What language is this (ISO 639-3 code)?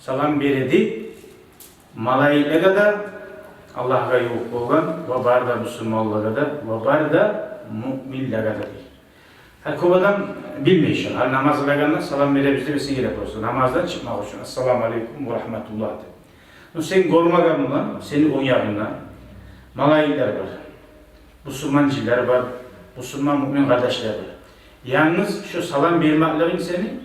kum